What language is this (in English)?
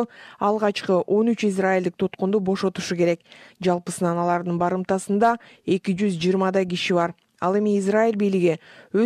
Kyrgyz